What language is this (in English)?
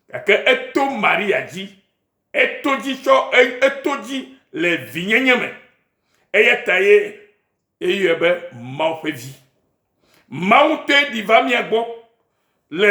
Ewe